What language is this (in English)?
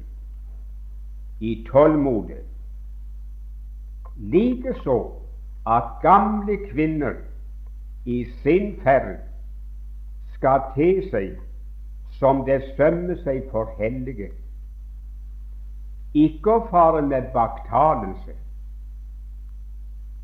Norwegian